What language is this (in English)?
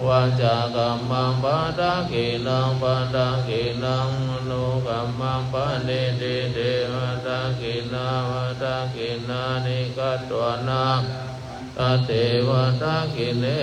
Pali